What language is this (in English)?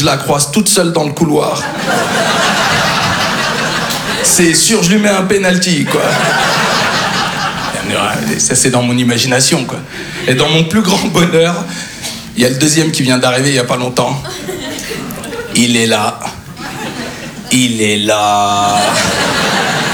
French